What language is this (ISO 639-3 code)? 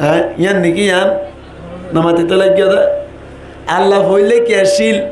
rhg